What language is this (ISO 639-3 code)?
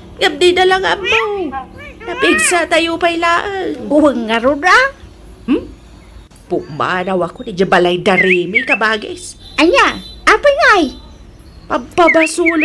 ilo